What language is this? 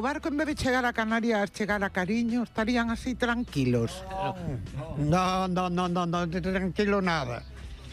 Galician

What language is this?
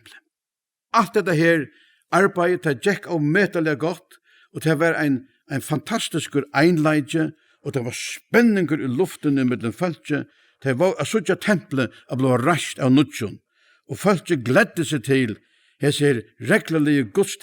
Faroese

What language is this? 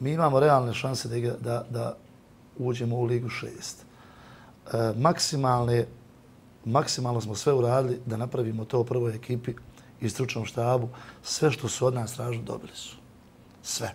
Bosnian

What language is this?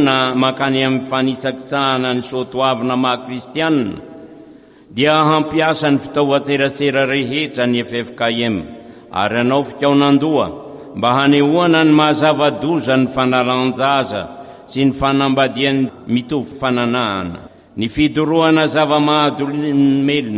Malagasy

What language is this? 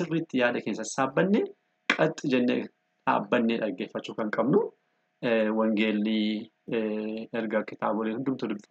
Oromo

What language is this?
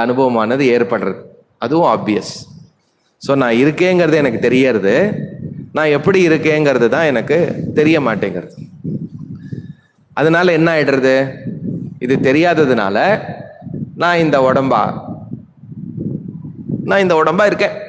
Tamil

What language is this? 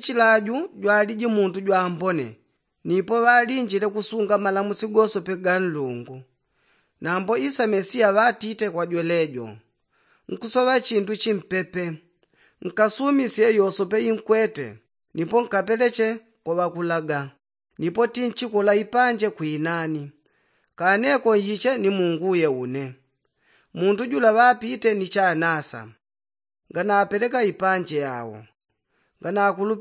Yao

